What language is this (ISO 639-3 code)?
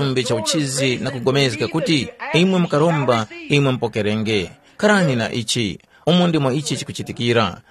tum